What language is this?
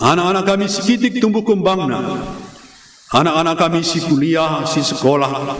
Batak Karo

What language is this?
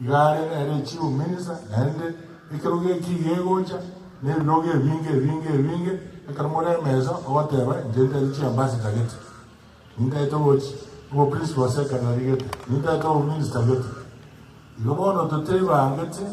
Gusii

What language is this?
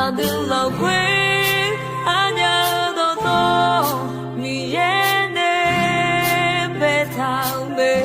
Akha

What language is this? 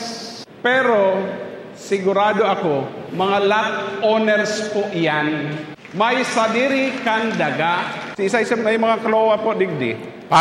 Bikol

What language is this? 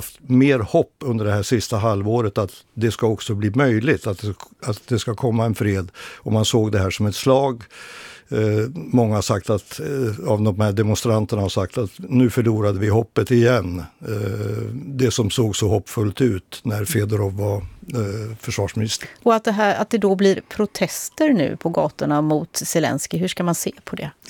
Swedish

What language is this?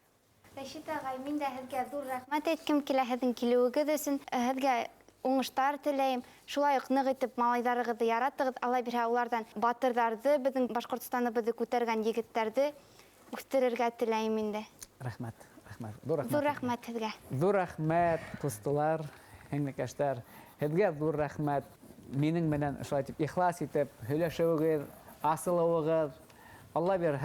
Bashkir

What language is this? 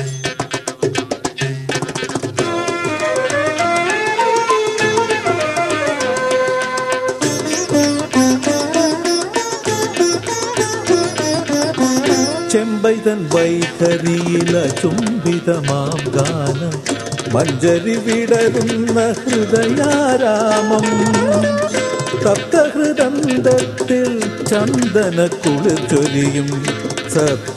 Malayalam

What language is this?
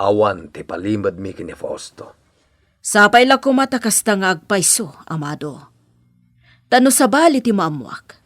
Iloko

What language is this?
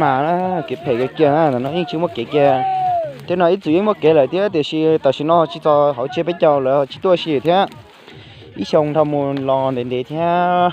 Hmong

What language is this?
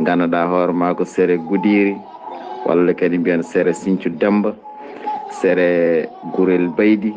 Fula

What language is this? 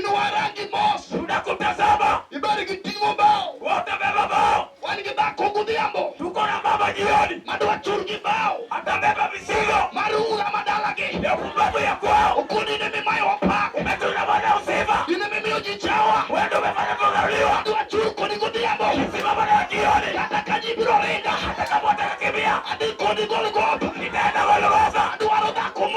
Luo (Kenya and Tanzania)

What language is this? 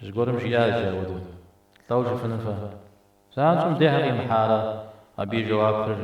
Kabardian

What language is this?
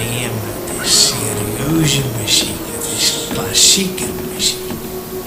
Western Frisian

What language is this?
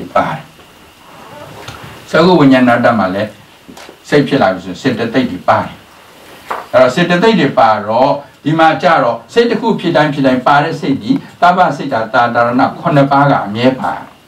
Burmese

